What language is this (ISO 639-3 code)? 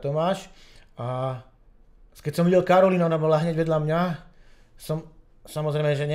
slk